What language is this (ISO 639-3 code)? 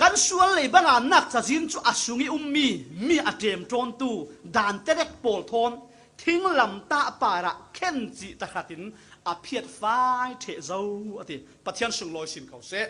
cfm